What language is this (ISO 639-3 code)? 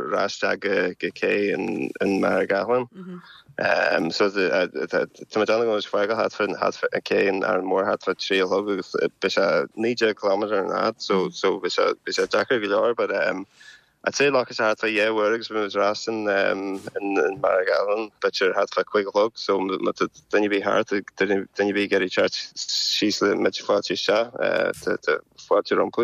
gle